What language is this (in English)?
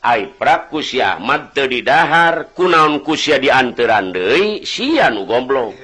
Sundanese